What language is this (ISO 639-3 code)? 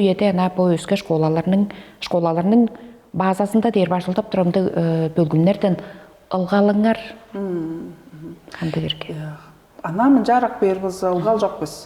tyv